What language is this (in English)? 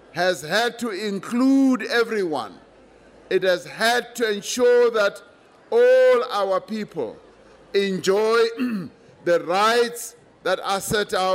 English